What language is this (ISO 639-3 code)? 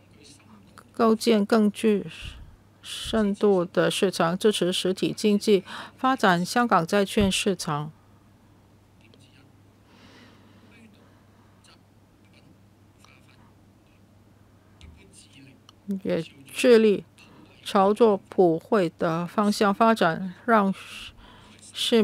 zho